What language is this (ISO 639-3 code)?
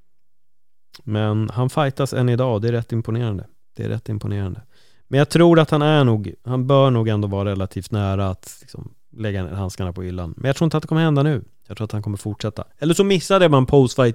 swe